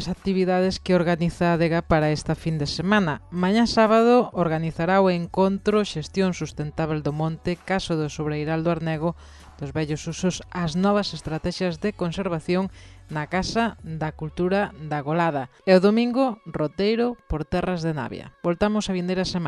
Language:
Galician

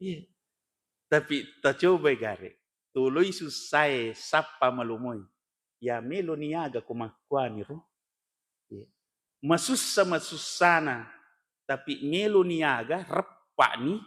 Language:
Buginese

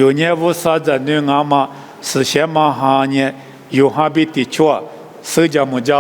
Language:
Lisu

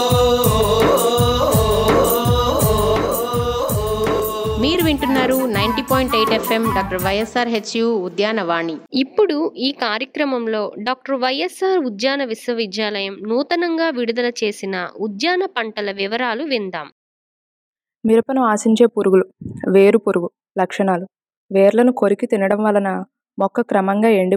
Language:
Telugu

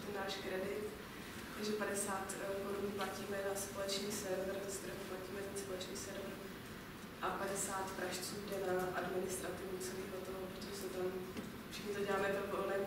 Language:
Czech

